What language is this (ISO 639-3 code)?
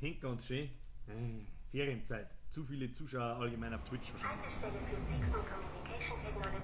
bar